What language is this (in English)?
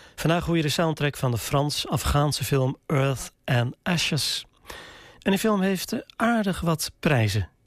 Dutch